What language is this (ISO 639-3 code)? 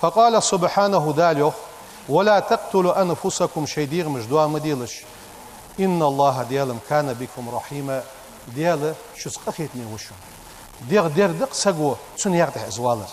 inh